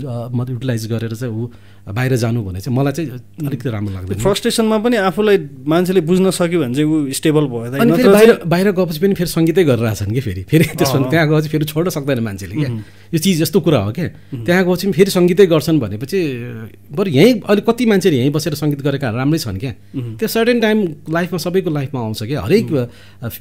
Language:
Nepali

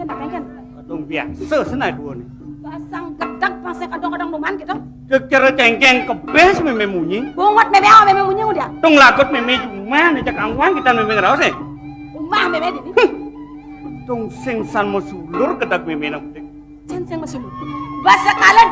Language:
Balinese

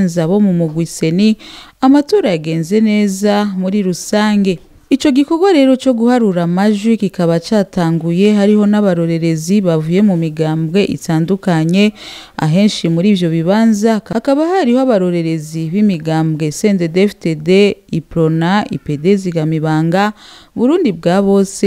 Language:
Rundi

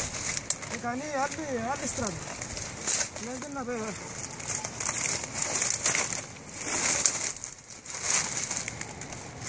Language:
Greek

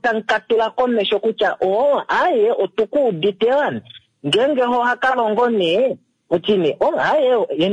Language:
Kuanyama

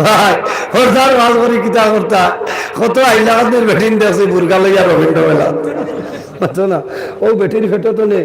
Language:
Sylheti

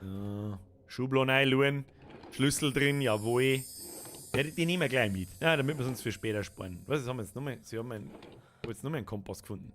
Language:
Bavarian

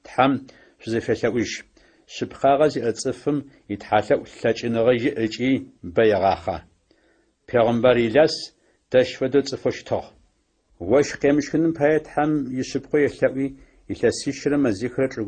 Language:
Adyghe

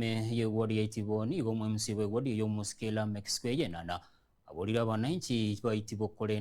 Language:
Gusii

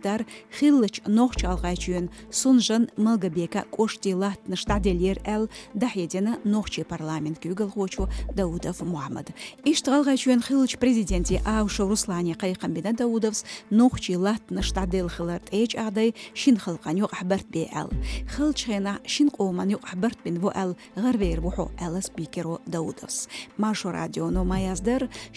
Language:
Chechen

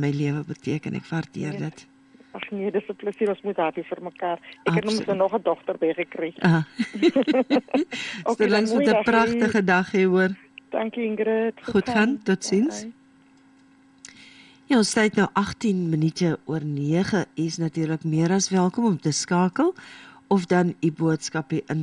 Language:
Afrikaans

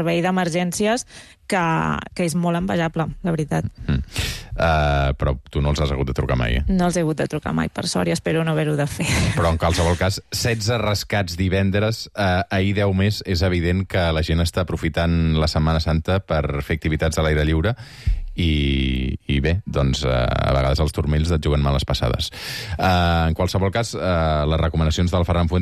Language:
Catalan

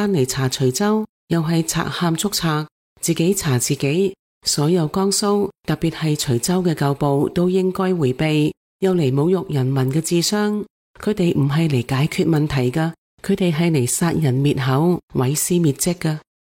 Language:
Cantonese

